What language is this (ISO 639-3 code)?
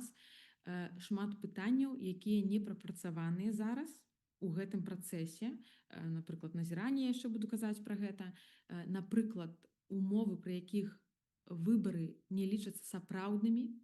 bel